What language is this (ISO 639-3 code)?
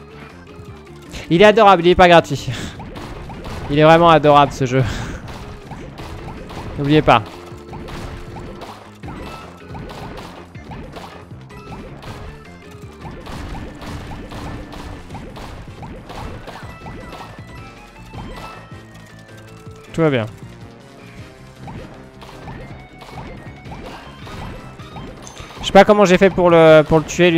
fra